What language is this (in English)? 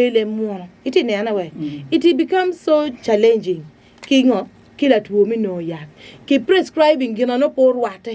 Acoli